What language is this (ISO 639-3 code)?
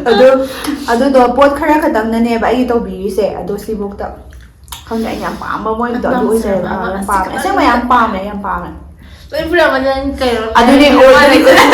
mni